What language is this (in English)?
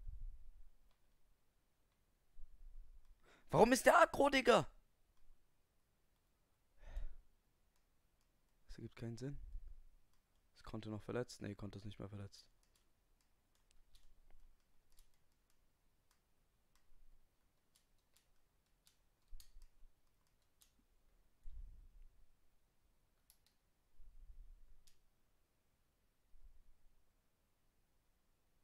German